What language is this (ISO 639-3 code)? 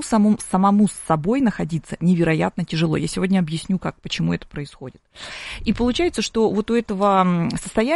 rus